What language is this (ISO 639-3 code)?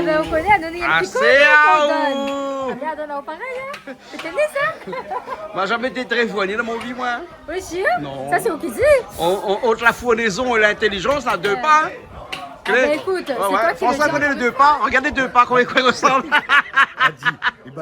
rcf